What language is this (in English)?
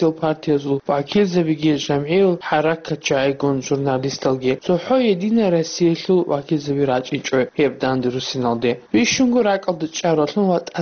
Avaric